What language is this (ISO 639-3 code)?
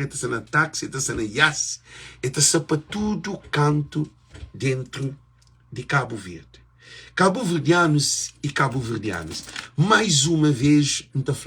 kea